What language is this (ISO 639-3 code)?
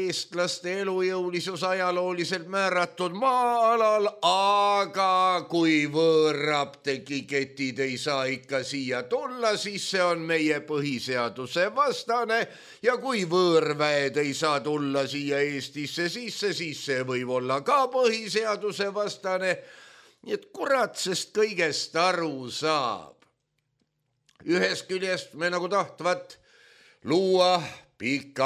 est